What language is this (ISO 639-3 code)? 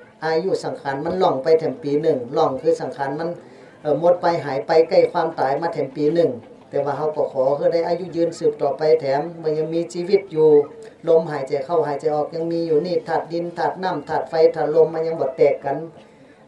shn